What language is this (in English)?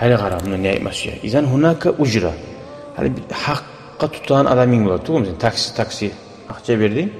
Kumyk